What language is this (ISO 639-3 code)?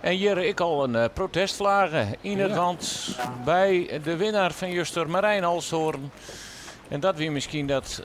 fry